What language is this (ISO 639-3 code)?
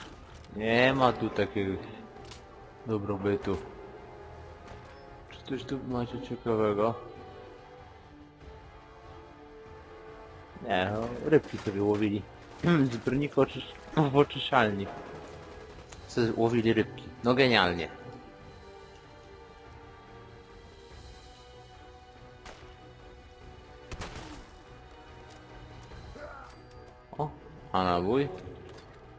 pol